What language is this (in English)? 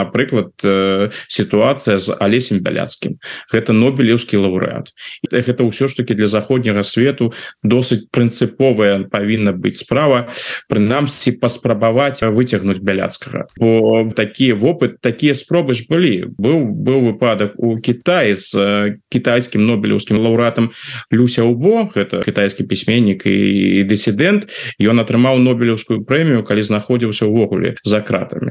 Belarusian